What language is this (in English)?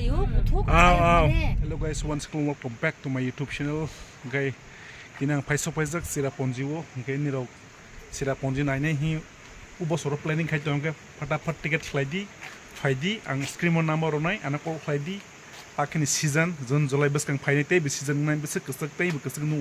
Kok Borok